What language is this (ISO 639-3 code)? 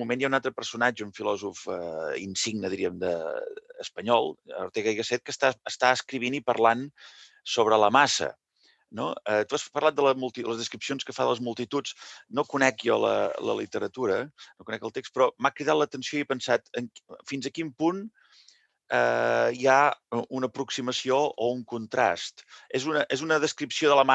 cat